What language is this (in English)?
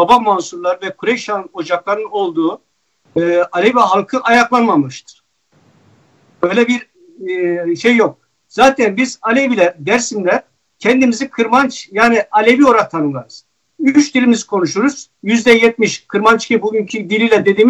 Turkish